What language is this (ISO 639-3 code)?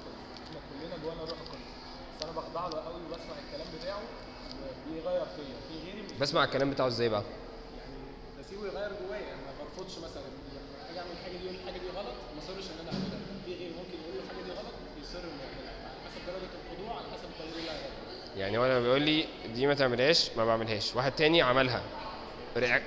arz